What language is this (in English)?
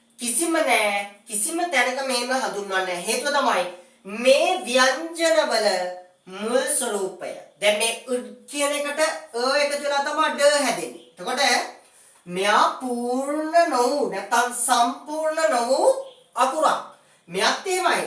Sinhala